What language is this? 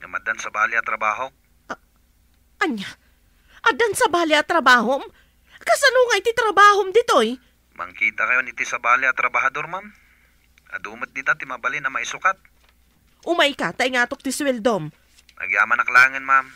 Iloko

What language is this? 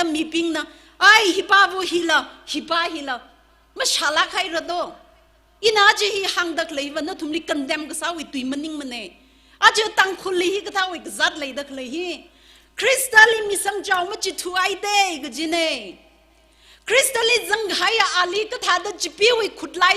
Tangkhul Naga (India)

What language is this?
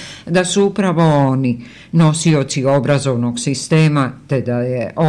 Bosnian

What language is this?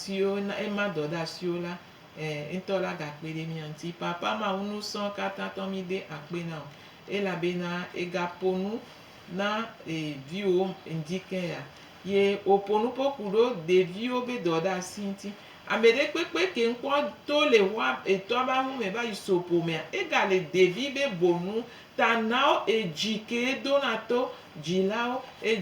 Gen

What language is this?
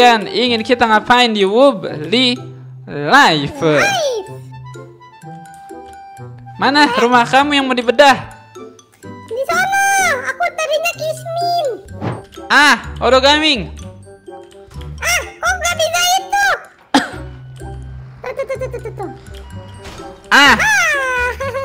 Indonesian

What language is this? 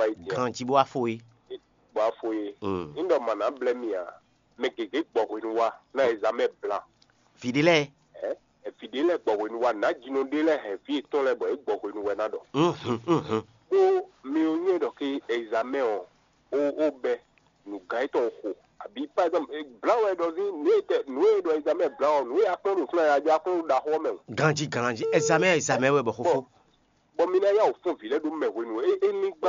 Fon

